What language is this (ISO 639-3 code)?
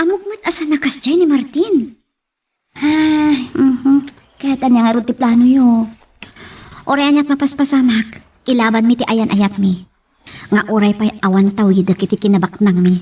ilo